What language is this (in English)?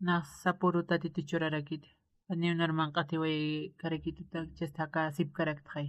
Aymara